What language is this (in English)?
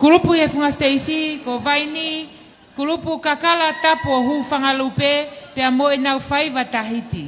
Tongan